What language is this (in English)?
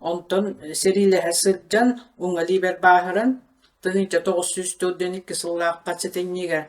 Yakut